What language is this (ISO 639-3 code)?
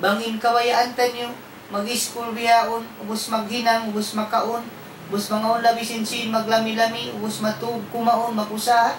tsg